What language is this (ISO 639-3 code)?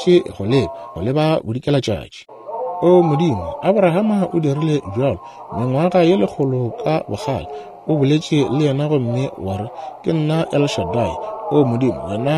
nso